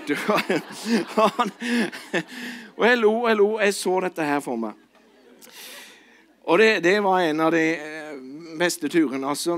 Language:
Norwegian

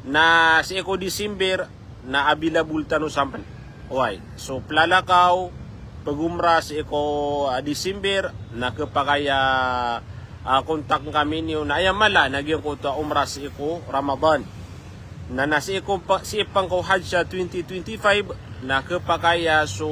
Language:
Maranao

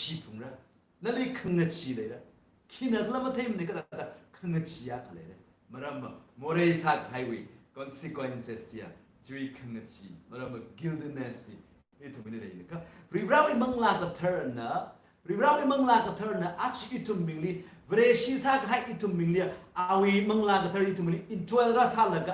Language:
Tangkhul Naga (India)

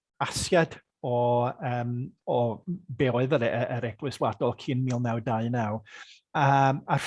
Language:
Welsh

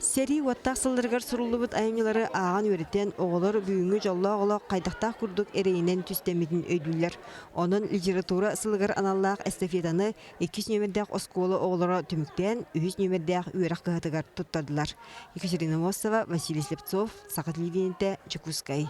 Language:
Yakut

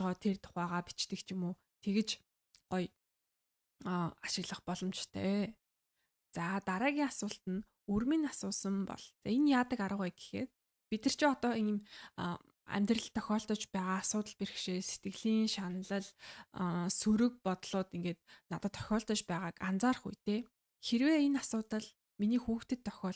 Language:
Mongolian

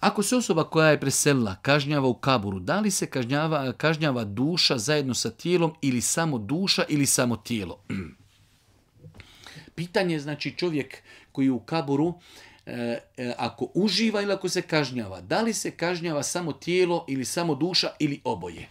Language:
Bosnian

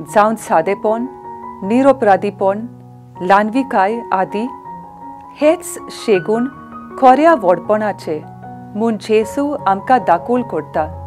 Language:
Konkani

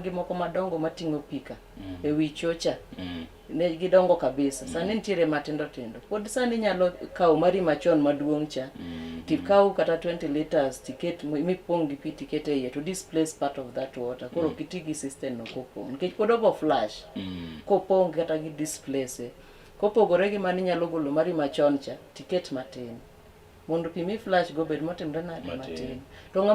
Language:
Luo (Kenya and Tanzania)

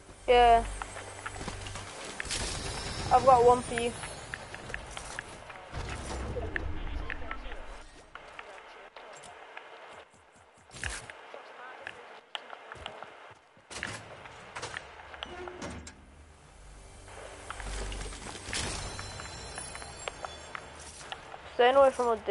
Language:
English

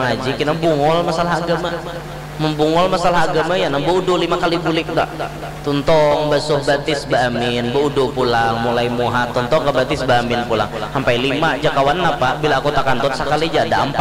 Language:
Banjar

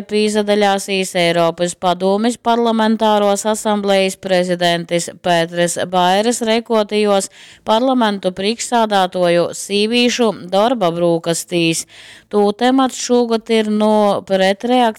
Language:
Latgalian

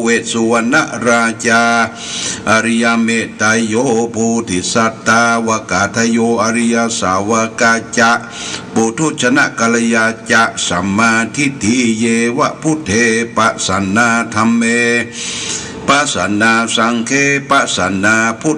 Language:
Pali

